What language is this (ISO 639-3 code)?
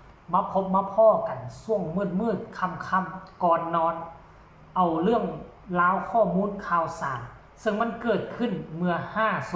lao